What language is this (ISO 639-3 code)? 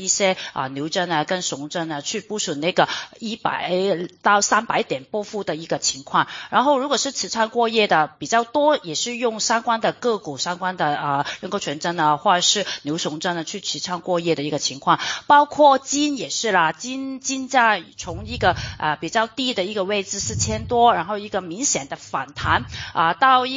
zho